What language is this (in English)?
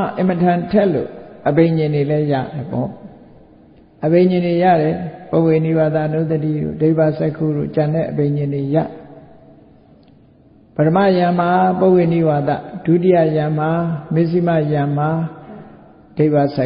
Burmese